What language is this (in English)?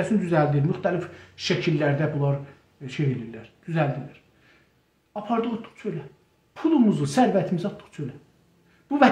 South Azerbaijani